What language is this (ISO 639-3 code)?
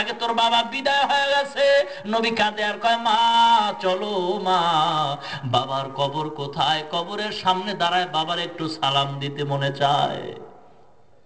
ben